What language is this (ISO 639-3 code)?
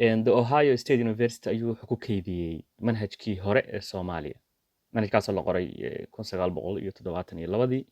som